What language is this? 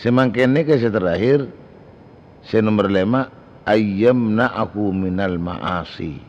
Madurese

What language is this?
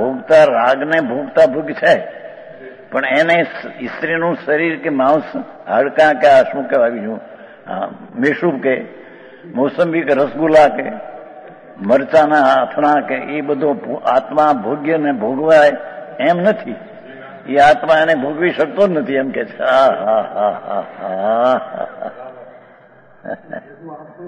Gujarati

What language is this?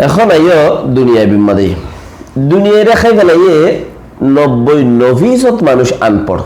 Rohingya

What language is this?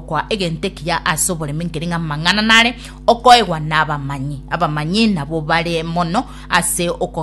Gusii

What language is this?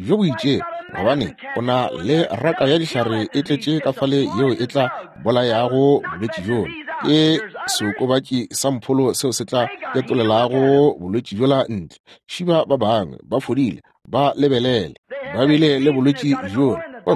Northern Sotho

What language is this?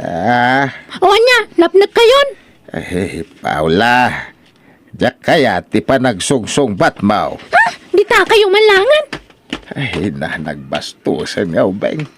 Iloko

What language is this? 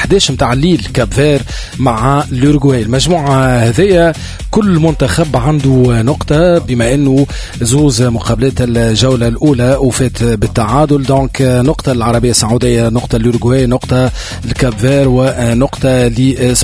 Tunisian Arabic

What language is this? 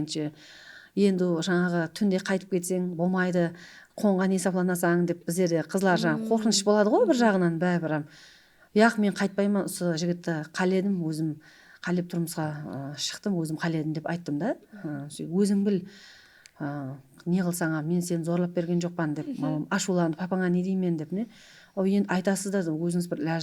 Kara-Kalpak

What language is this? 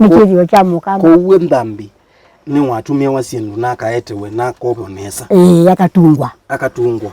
Kamba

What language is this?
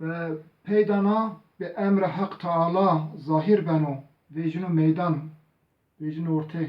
Zaza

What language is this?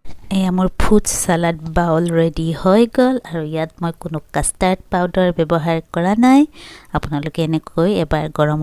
Assamese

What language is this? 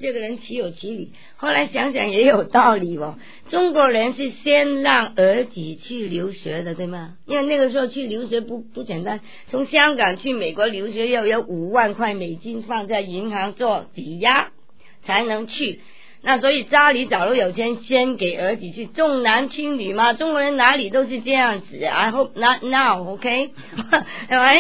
Chinese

